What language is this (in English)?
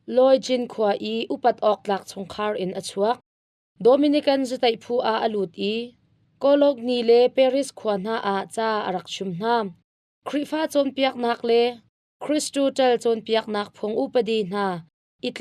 Hakha Chin